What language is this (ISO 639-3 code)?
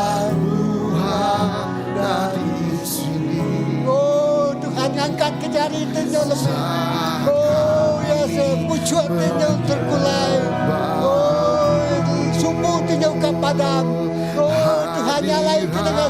iba